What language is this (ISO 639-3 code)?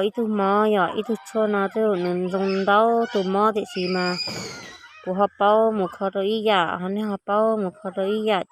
hmn